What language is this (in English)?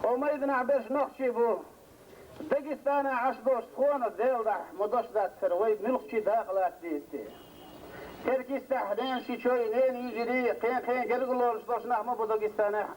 Chechen